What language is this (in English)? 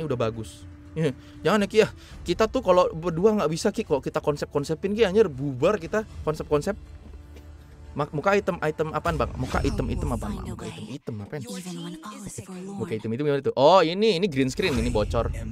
Indonesian